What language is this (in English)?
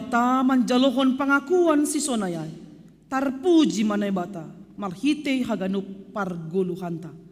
Batak Simalungun